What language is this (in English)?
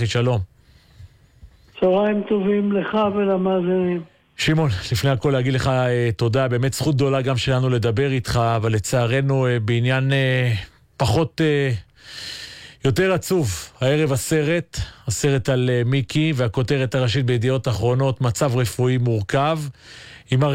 Hebrew